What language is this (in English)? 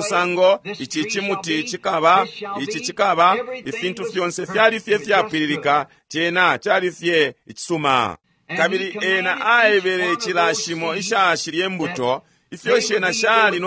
Bemba